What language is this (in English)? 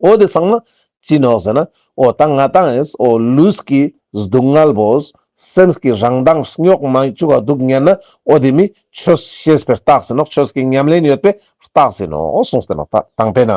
Ladakhi